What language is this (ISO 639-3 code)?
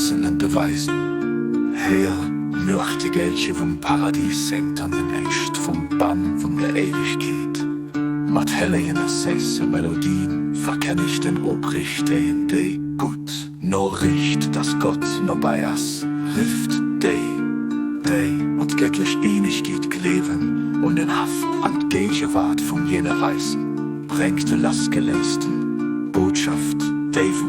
ltz